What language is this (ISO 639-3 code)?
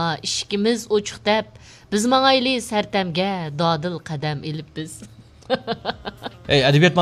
uig